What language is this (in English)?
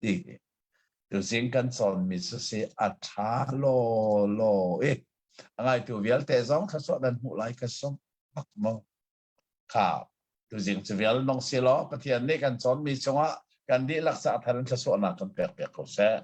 Hakha Chin